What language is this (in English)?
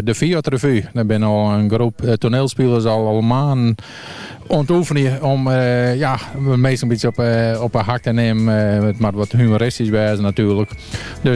Western Frisian